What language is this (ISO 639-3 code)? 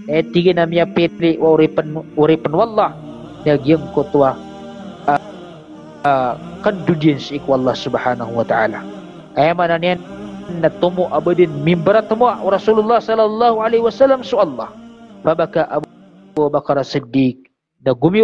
mrw